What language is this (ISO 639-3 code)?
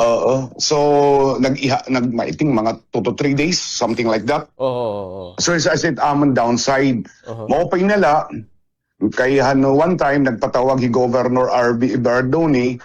war